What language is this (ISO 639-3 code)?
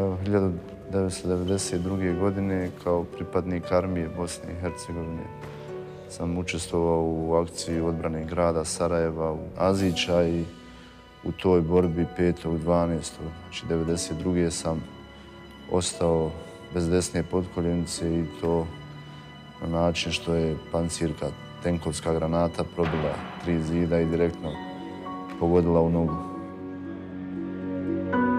bos